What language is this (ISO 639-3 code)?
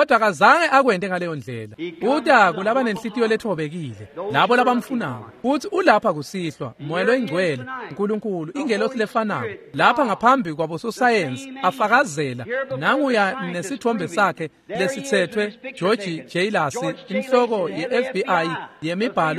ssw